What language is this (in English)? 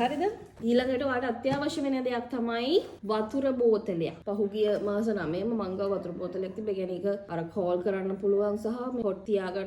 Sinhala